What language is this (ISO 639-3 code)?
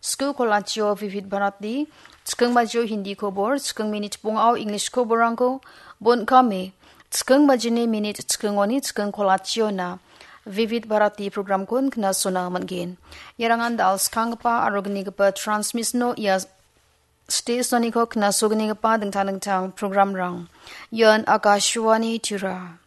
grt